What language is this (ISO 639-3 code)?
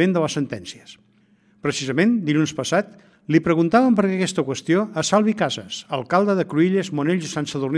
cat